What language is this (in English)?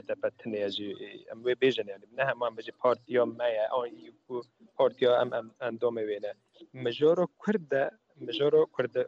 Kurdish